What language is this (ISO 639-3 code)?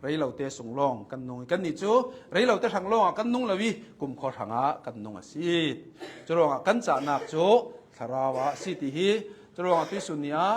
cnh